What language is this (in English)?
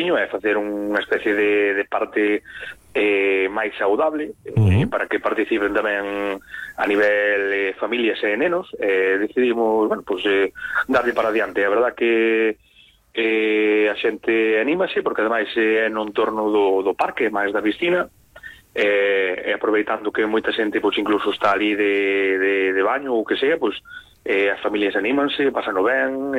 Galician